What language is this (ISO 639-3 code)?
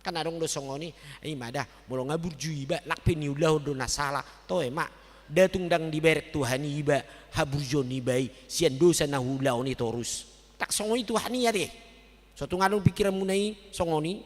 bbc